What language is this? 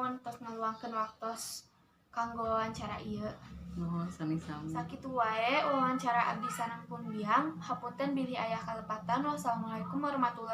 Sundanese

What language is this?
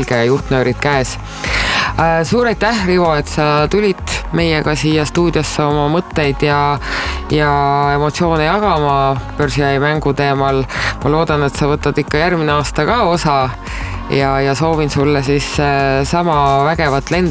Estonian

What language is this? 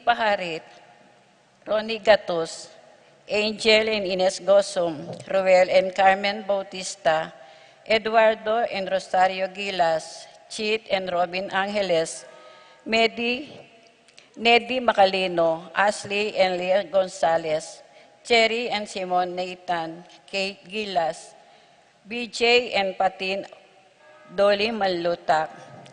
Pampanga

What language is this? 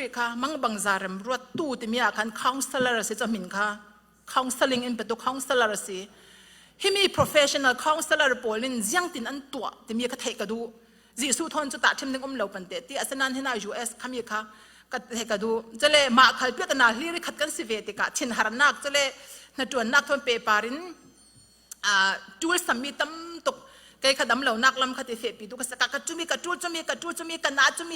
Falam Chin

